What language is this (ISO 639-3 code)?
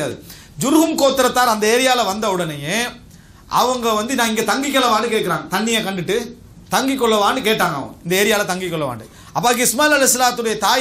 tam